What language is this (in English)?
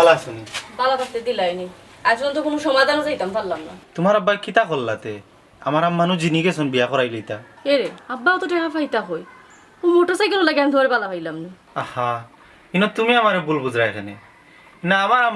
Sylheti